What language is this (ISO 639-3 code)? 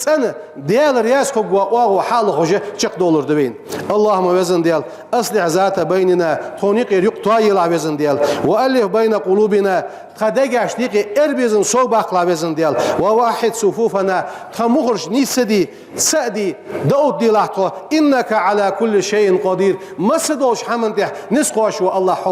inh